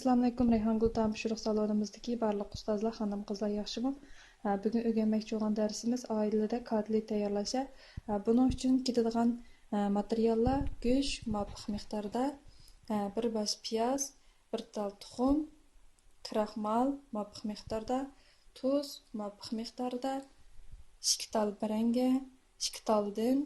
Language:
Uyghur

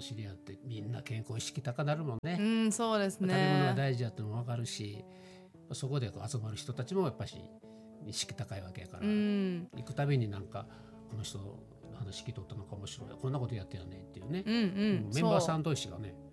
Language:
Japanese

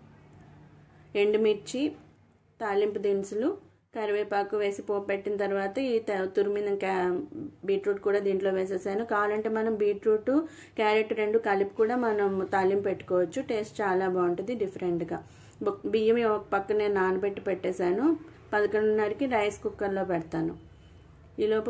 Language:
Telugu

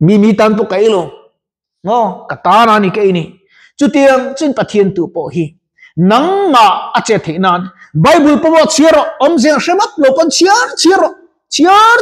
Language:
Mizo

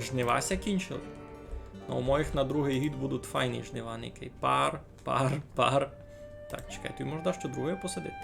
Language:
Rusyn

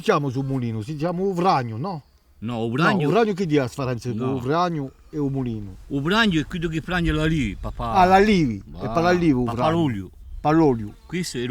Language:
Corsican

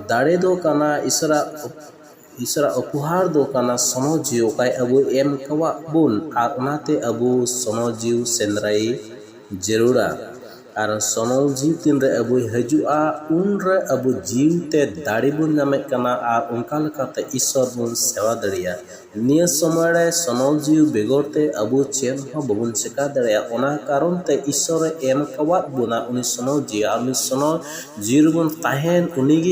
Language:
Santali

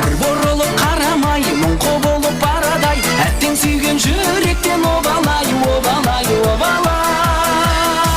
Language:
Kara-Kalpak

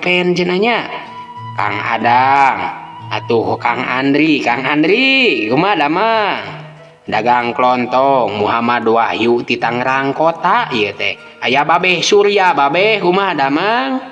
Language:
Sundanese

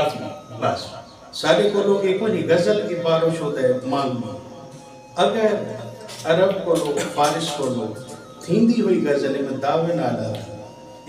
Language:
Saraiki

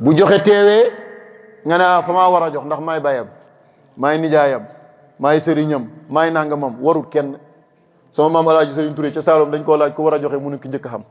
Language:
Wolof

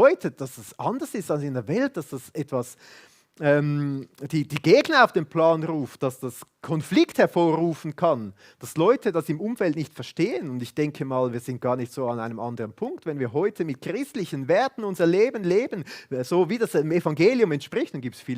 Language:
Swiss German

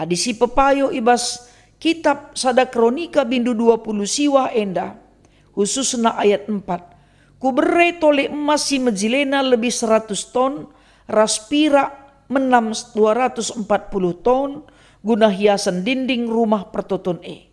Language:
Batak Karo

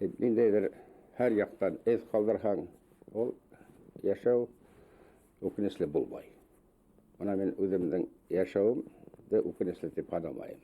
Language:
Bashkir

